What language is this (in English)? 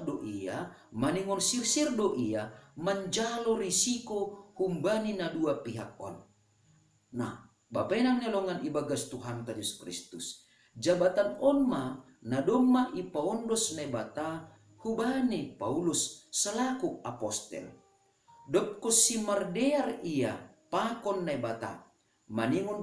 Batak Simalungun